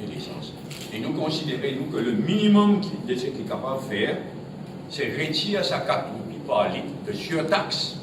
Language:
Morisyen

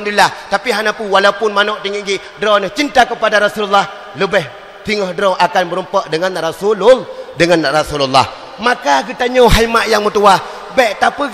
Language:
Achinese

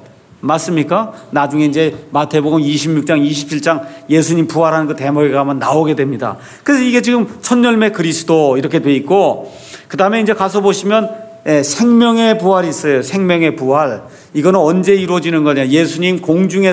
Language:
Korean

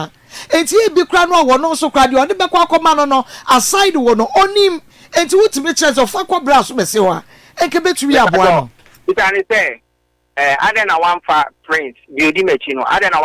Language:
Akan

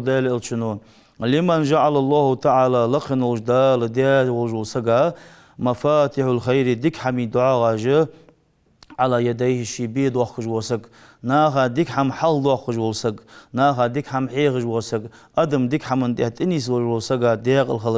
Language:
Ingush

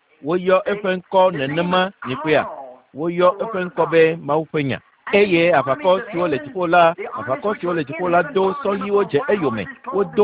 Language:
Ewe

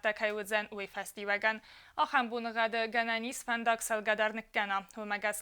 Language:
Ossetic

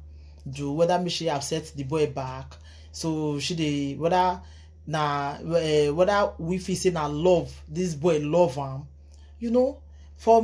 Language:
Nigerian Pidgin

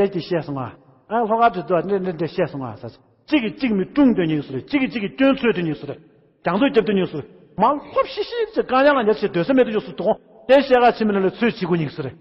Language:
Tibetan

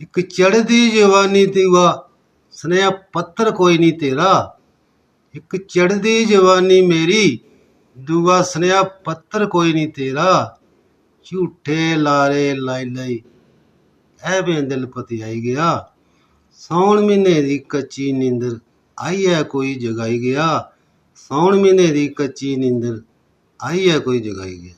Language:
Dogri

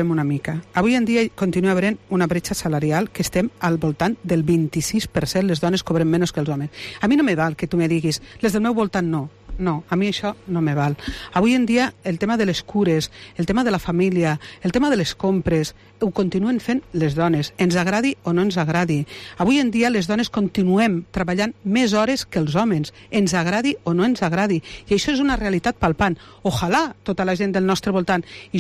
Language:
Catalan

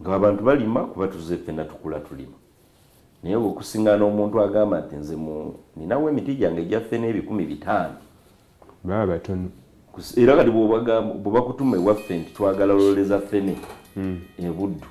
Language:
Soga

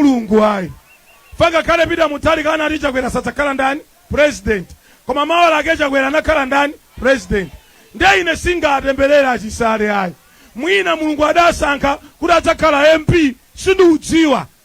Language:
Nyanja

